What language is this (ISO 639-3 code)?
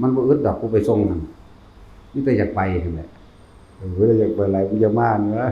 tts